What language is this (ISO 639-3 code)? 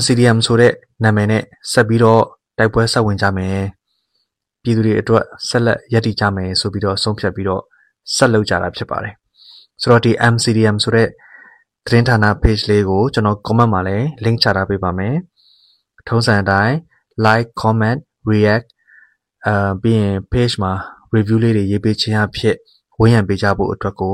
mya